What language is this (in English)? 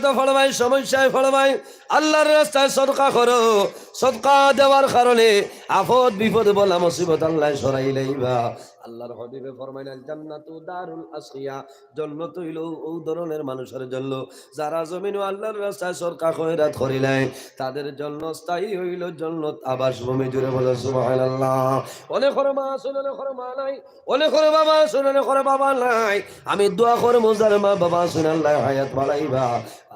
Sylheti